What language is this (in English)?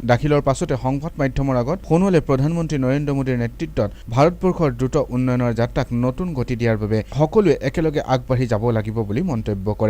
Assamese